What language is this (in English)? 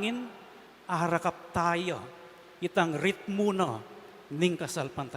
Pampanga